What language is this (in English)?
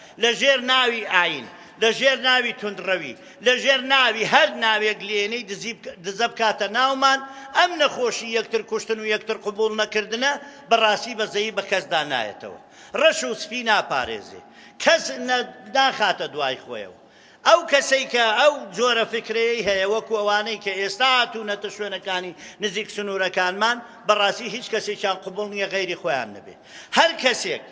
Central Kurdish